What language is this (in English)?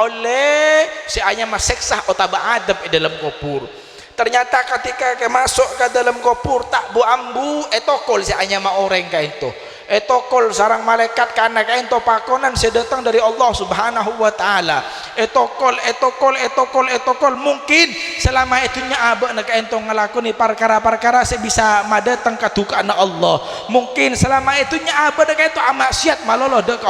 Madurese